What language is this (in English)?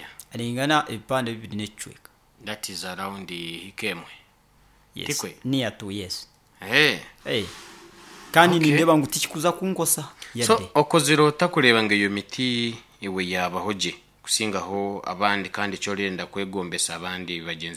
Nyankole